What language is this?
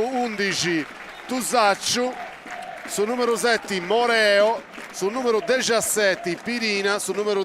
Sardinian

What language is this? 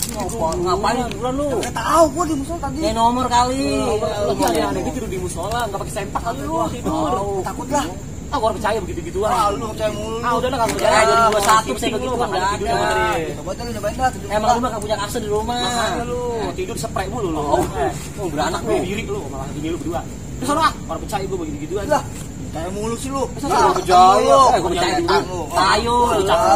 Betawi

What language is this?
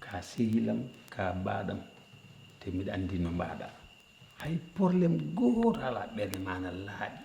Fula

